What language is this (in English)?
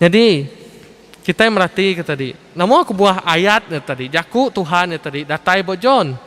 Iban